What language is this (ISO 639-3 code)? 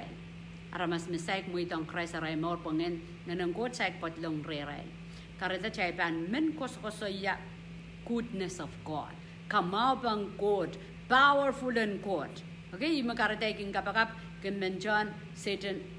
pon